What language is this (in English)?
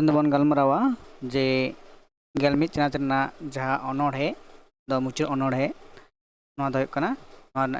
Santali